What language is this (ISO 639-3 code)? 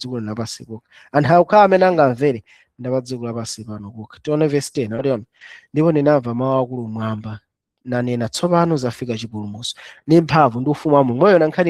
nya